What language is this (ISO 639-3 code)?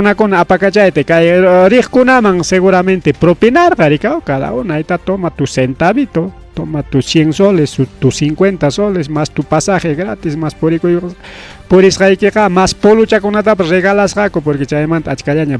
quy